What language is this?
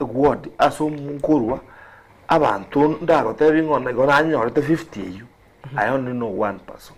Gusii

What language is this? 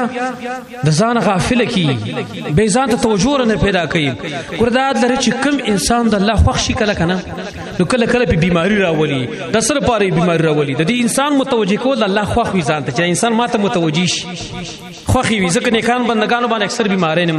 Pashto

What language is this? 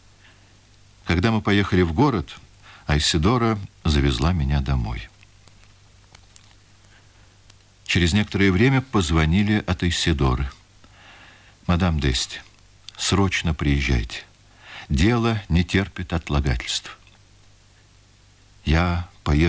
Russian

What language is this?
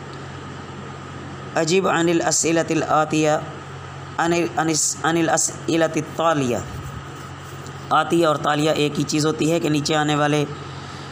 Urdu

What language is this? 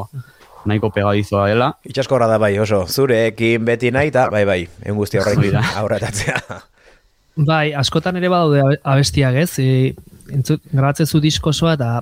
Basque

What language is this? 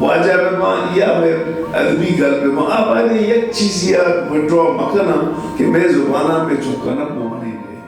Brahui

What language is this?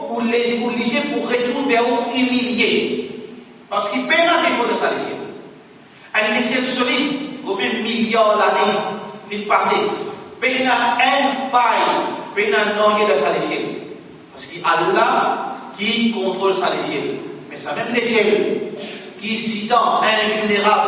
Morisyen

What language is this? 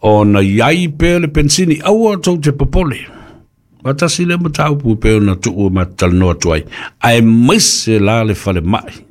Samoan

